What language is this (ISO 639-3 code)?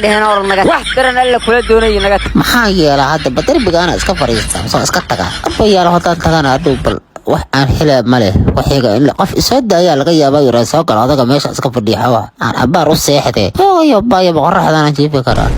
som